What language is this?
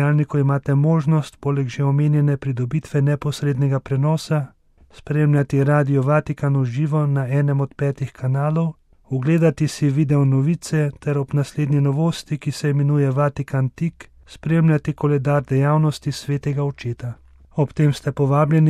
Slovenian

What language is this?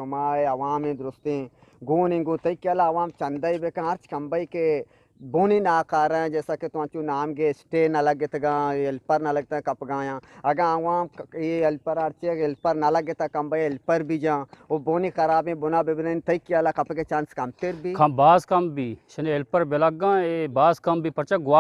Eastern Balochi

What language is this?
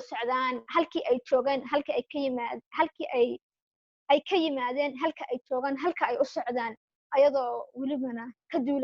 Somali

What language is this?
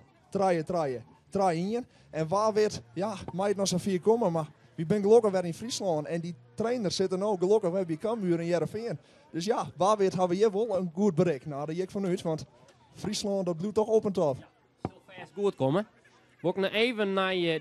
Western Frisian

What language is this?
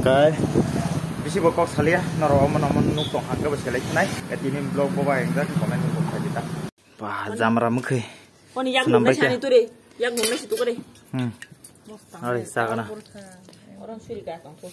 Kok Borok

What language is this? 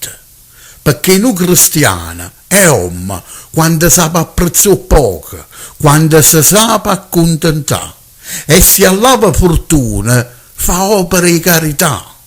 Neapolitan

